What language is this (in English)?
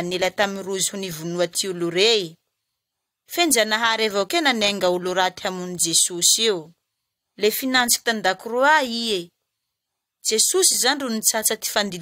Malagasy